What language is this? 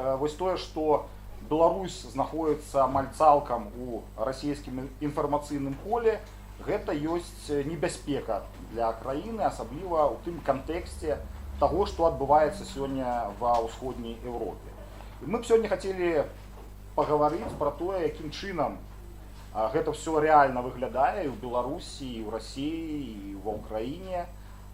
Belarusian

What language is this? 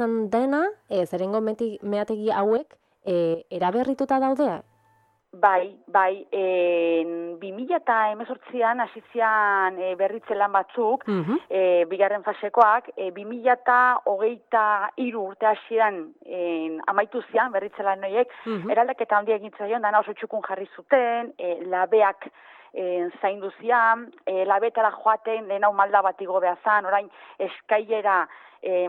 Basque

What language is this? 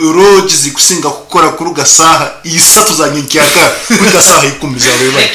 Nyankole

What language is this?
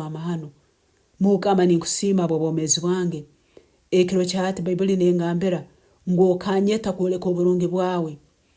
Nyankole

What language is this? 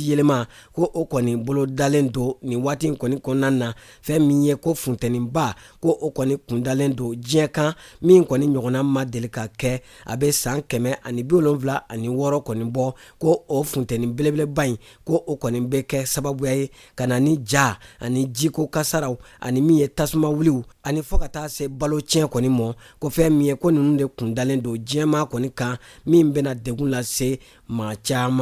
Bambara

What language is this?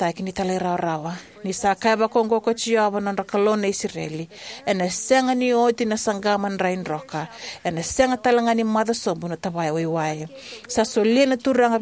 Fijian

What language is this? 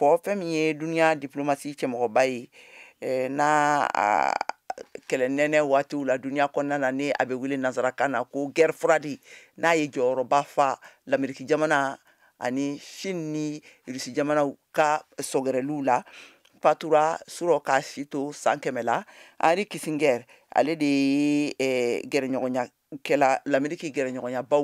Bambara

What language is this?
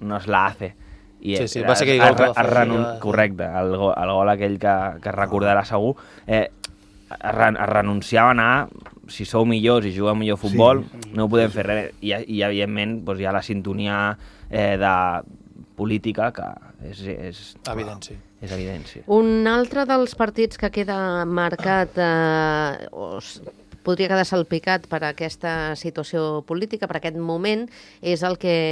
Catalan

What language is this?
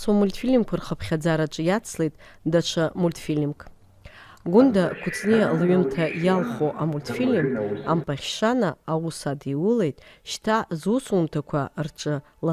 Abkhazian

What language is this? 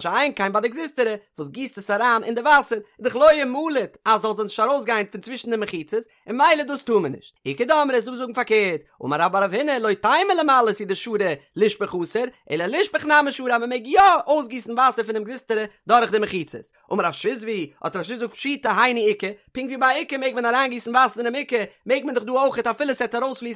Yiddish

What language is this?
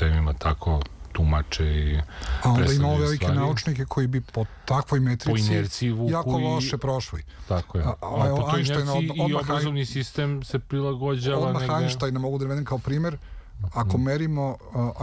Serbian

